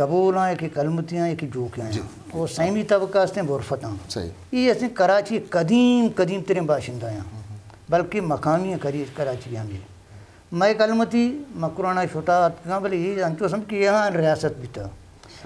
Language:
Eastern Balochi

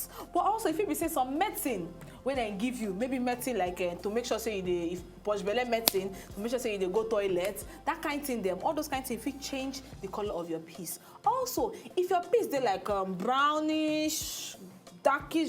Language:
Nigerian Pidgin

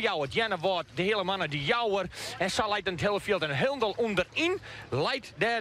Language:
Western Frisian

